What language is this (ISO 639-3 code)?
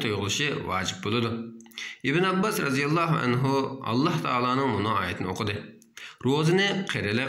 uig